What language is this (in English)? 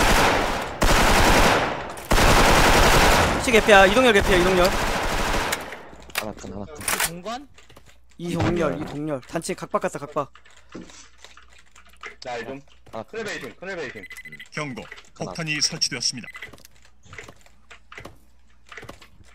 Korean